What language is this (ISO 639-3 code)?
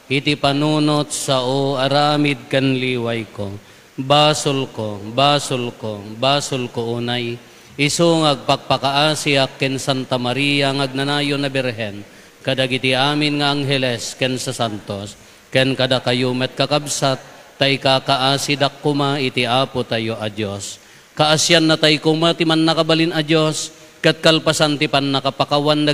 ilo